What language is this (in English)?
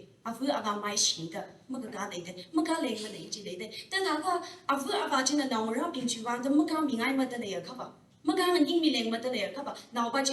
Tangkhul Naga (India)